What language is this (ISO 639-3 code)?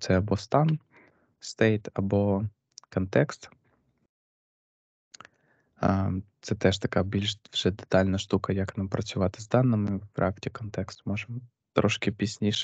ukr